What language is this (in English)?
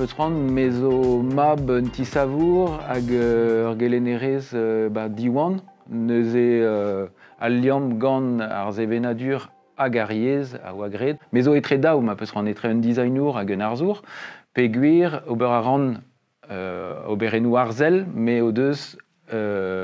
Breton